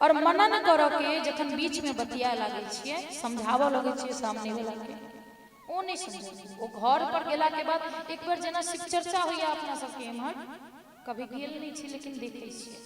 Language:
Maithili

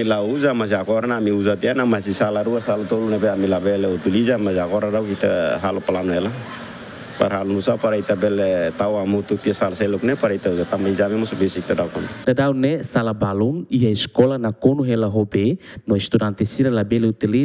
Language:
Tetum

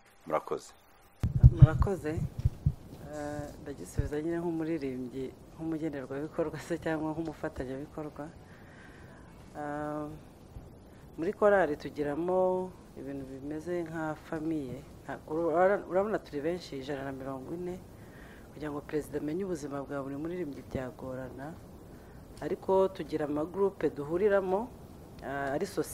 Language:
Kinyarwanda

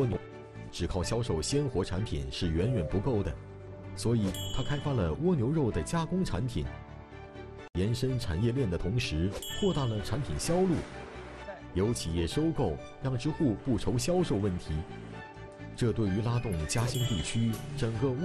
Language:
Chinese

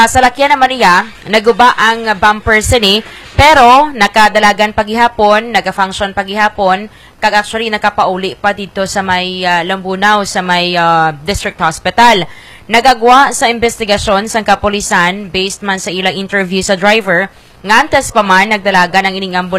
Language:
Hiligaynon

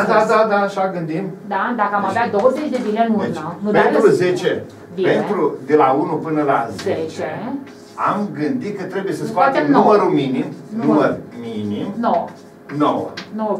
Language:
Romanian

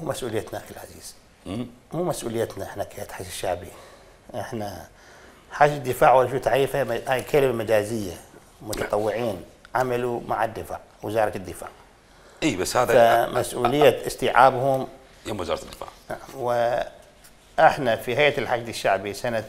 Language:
Mesopotamian Arabic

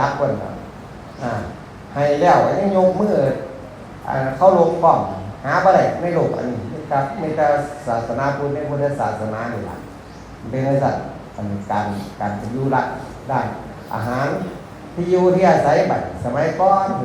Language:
Northeastern Thai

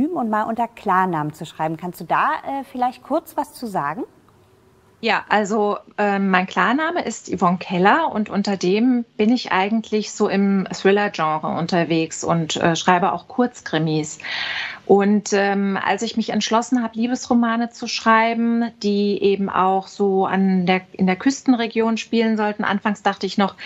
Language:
German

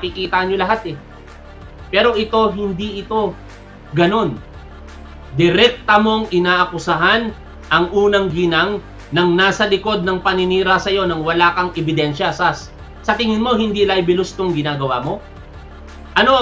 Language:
Filipino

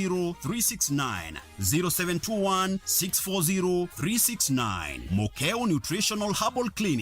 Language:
Meru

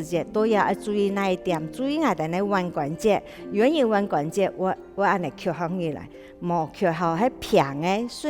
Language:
Hakka Chinese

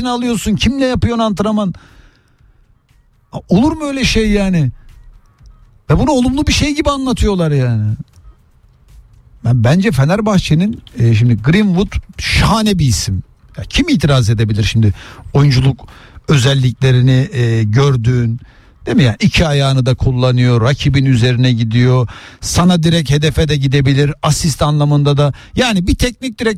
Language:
Turkish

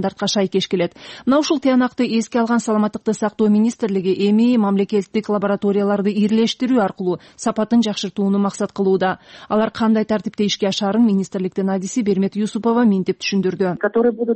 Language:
Kyrgyz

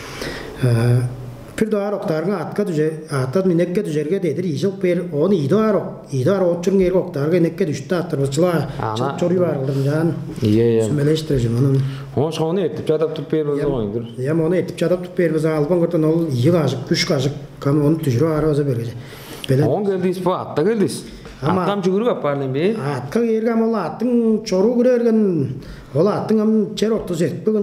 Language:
Tuvinian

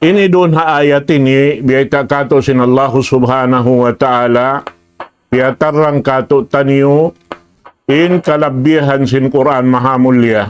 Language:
Tausug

